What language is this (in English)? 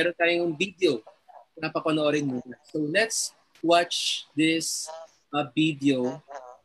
Filipino